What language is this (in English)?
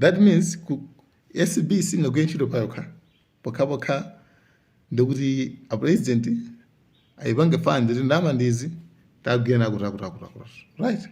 Nyanja